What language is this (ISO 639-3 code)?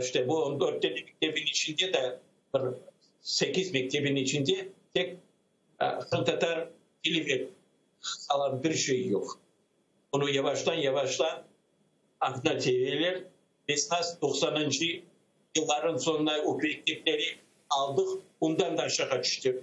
crh